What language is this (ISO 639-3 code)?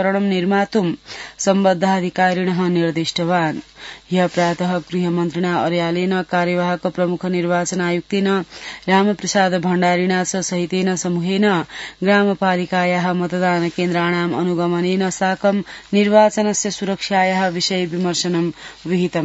san